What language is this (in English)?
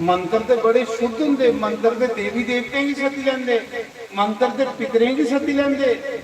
Dogri